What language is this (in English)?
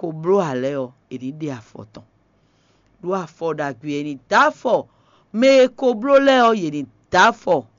Fon